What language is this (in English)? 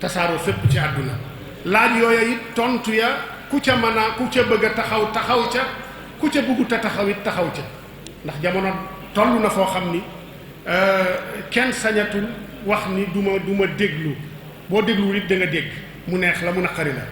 Wolof